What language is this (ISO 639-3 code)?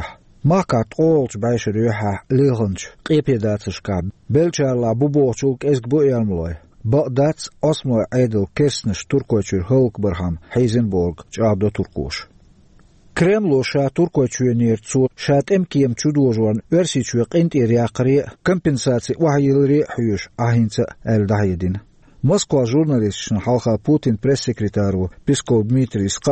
che